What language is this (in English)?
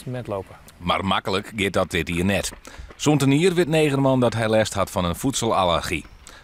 Western Frisian